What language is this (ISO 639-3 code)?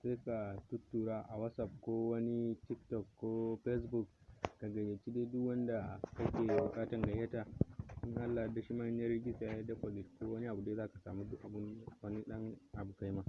hau